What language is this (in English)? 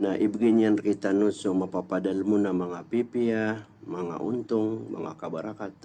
Maranao